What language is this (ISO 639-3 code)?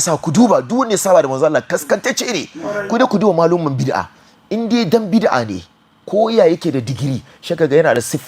hau